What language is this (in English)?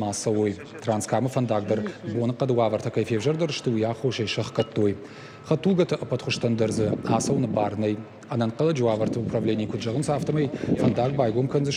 Ossetic